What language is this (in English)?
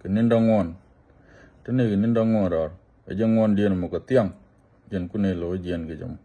Nuer